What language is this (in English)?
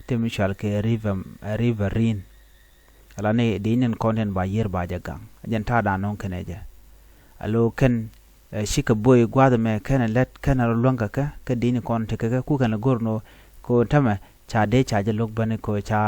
Nuer